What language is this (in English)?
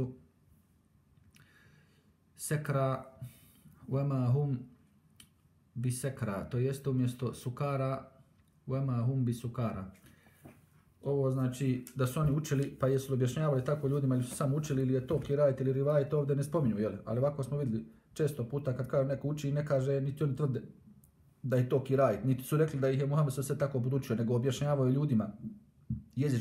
Bosnian